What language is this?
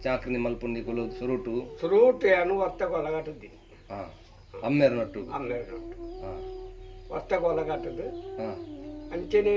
Tulu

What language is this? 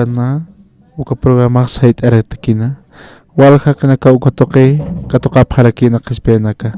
Aymara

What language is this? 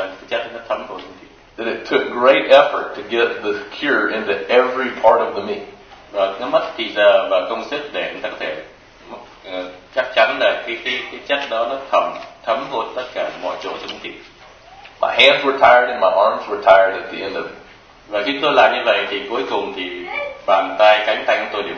Vietnamese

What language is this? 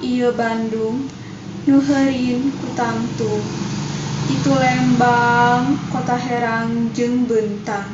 Sundanese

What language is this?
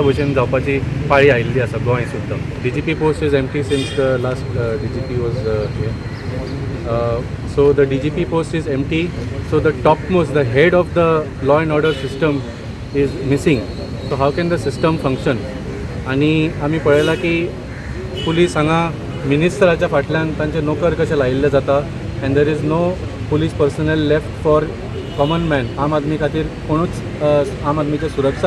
Konkani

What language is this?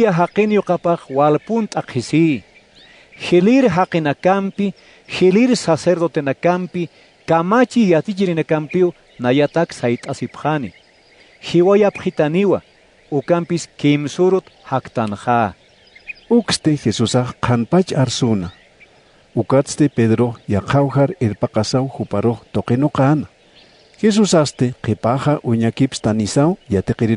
Aymara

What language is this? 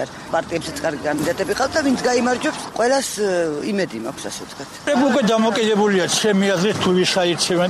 Georgian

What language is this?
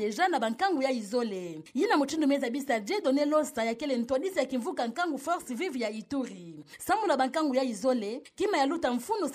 Kituba (Democratic Republic of Congo)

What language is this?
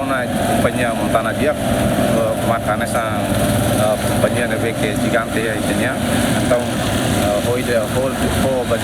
Tetum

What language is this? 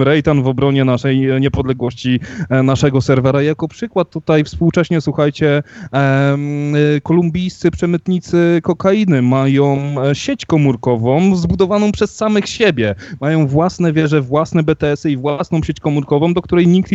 Polish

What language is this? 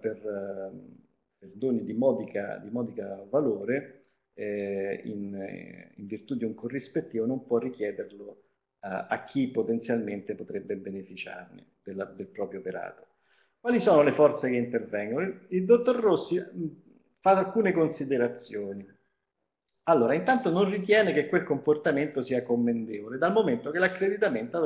Italian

